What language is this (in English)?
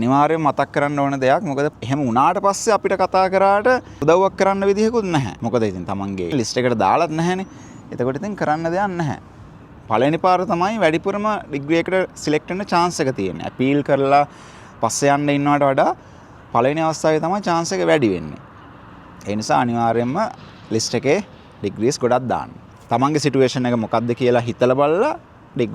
Sinhala